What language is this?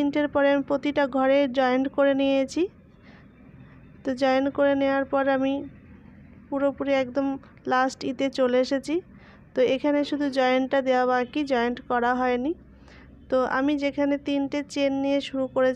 Bangla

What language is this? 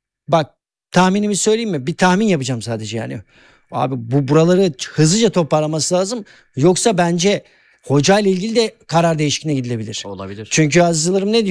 Turkish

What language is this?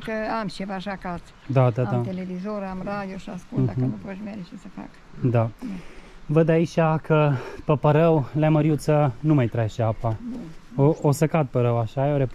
Romanian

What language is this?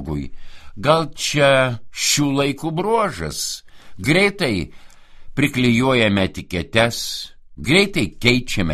Lithuanian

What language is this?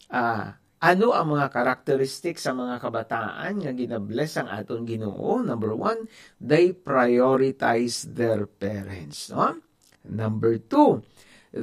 Hiligaynon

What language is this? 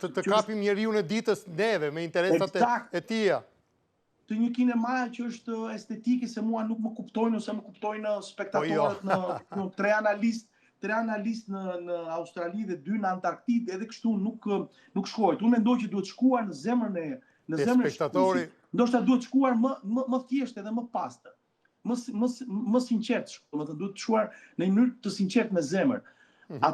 Albanian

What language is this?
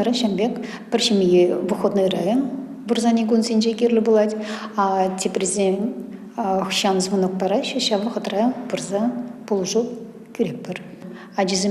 Chuvash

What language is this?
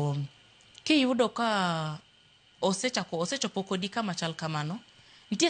Luo (Kenya and Tanzania)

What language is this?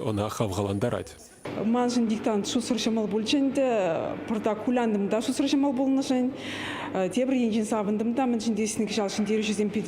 Chuvash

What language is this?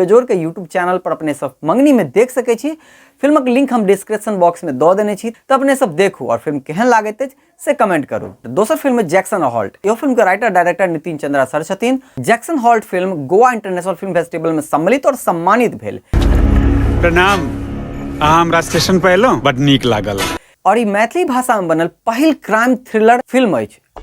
Maithili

